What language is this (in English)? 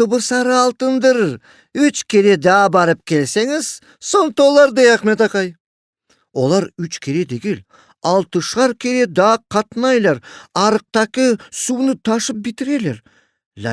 Crimean Tatar